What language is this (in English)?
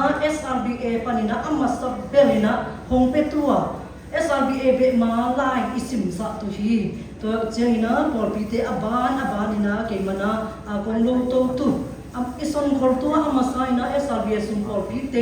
Siyin Chin